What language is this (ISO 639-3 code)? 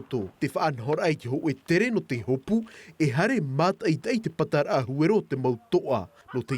tah